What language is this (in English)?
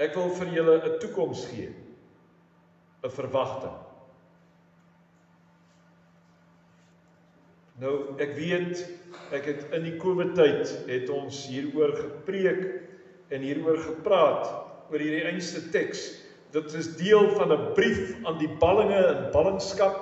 Afrikaans